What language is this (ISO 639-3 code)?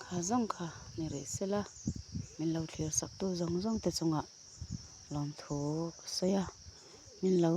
lus